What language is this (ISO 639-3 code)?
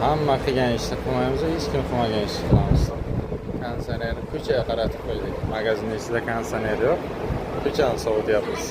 uzb